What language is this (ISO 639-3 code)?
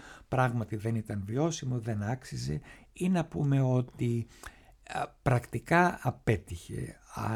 ell